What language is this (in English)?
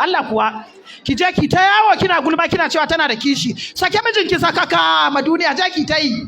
Hausa